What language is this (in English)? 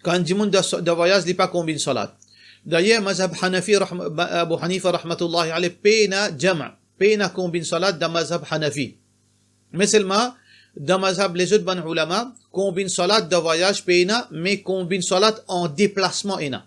Morisyen